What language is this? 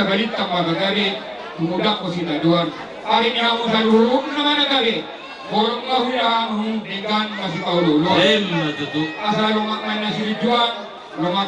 Batak Toba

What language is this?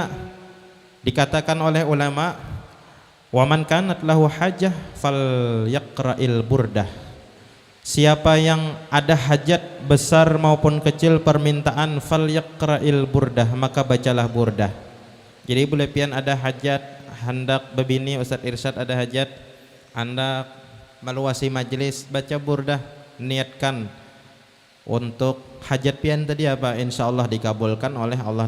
Banjar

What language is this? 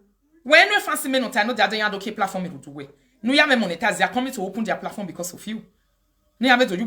Nigerian Pidgin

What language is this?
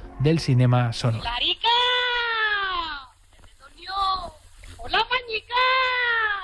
Catalan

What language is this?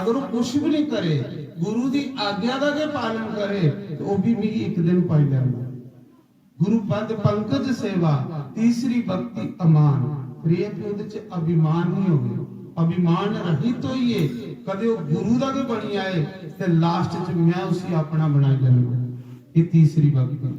Dogri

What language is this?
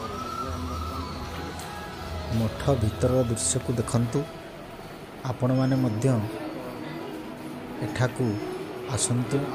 Odia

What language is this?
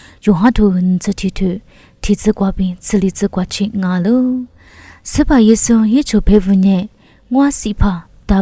Lisu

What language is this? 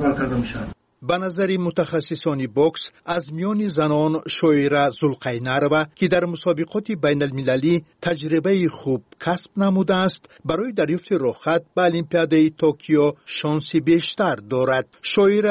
Tajik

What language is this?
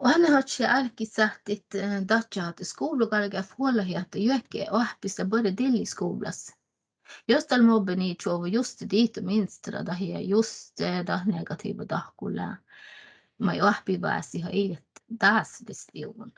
Northern Sami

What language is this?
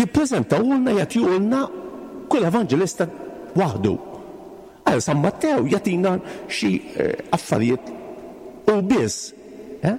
Maltese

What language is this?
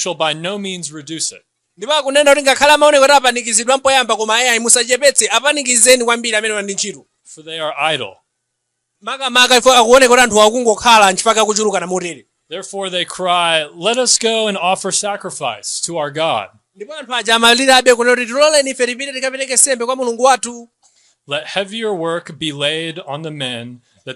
Nyanja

